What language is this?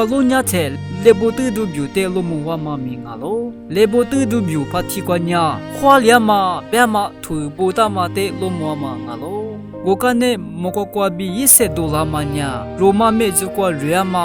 Lisu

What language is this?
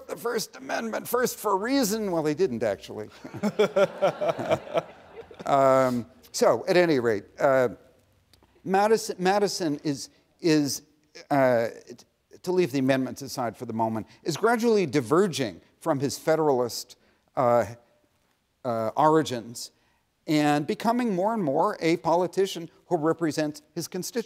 English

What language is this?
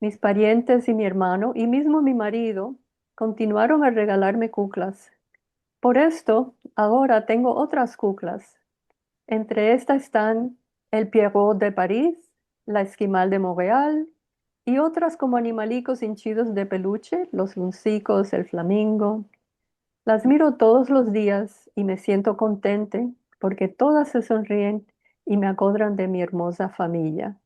Ladino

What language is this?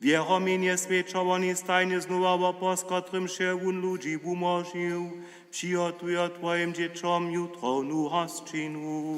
Upper Sorbian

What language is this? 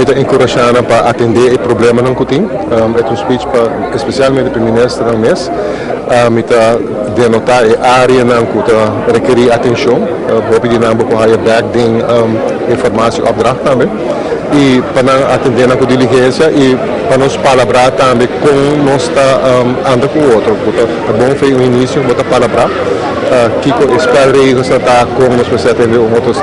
Papiamento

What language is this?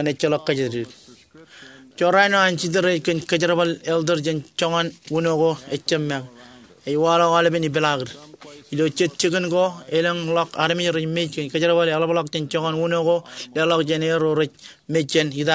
Marshallese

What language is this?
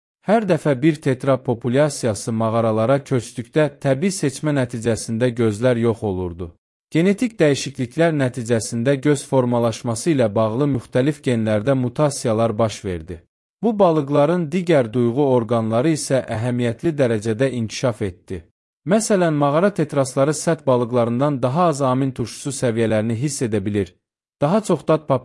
Azerbaijani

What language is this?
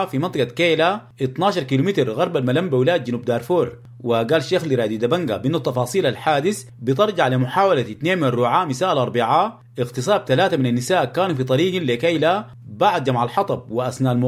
Sudanese Arabic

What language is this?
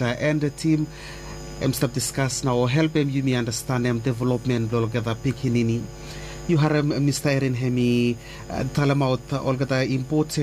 Bislama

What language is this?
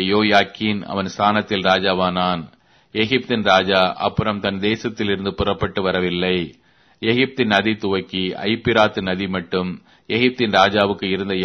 Tamil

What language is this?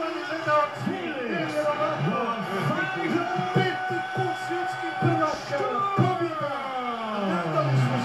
Croatian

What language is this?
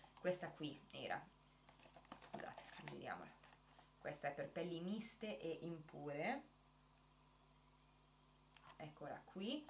Italian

